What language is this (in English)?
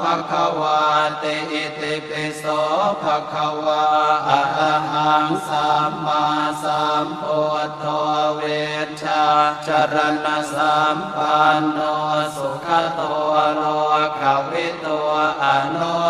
Pali